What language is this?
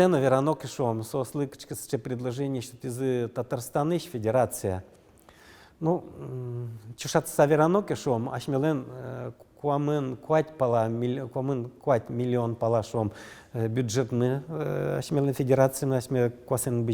Udmurt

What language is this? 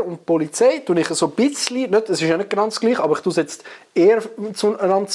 Swiss German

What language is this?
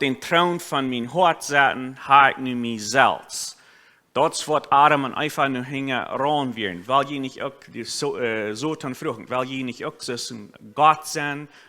Plautdietsch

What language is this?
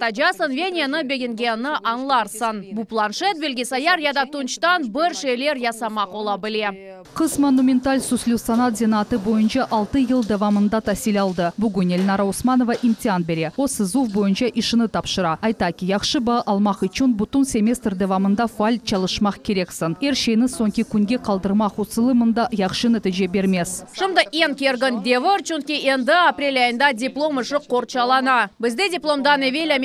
Crimean Tatar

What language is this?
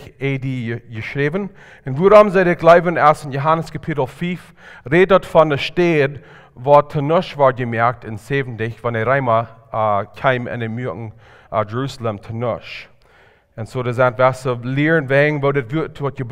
Plautdietsch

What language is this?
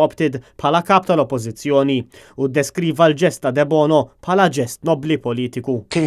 Maltese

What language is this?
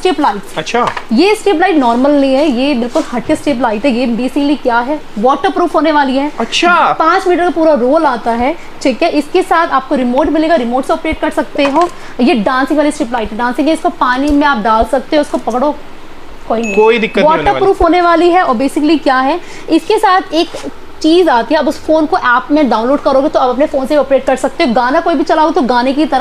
Hindi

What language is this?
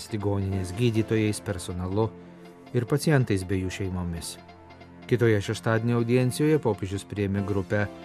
Lithuanian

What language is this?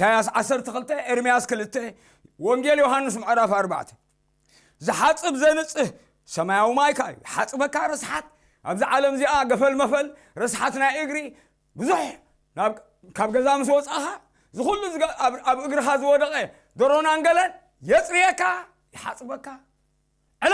Tigrinya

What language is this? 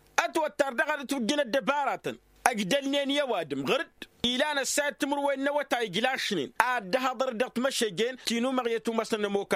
Tamasheq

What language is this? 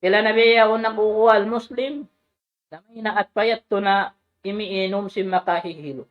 Tausug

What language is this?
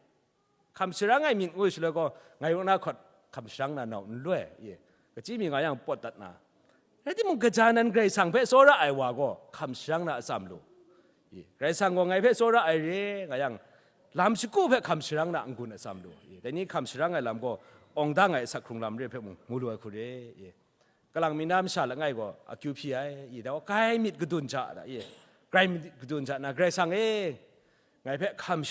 Kachin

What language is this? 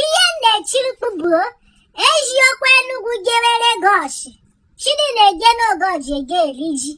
Igbo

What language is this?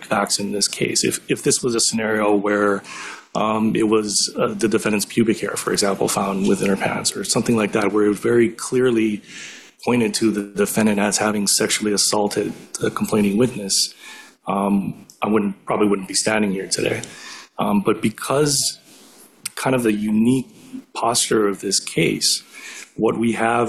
English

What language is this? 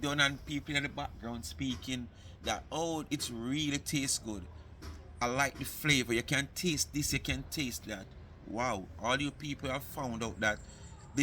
Jamaican Creole English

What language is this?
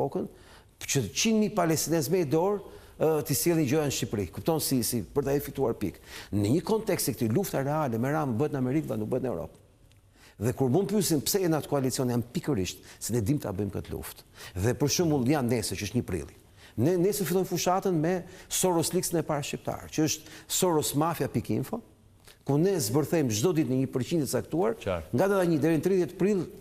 Albanian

